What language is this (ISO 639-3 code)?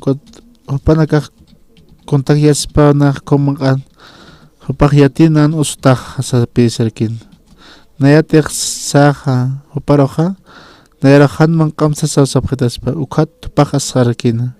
aym